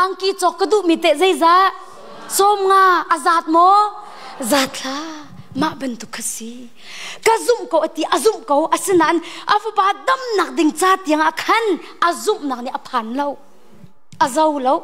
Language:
Hakha Chin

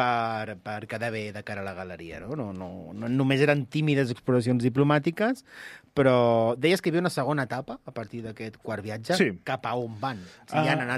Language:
Catalan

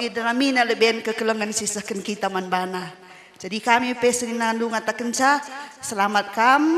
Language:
Batak Karo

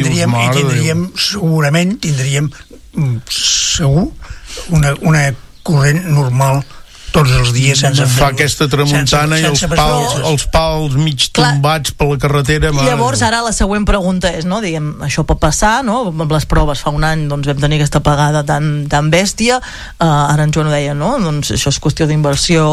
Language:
Catalan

